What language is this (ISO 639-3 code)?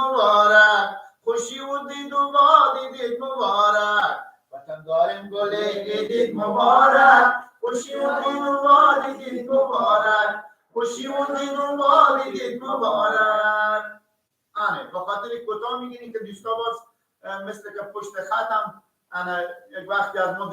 fas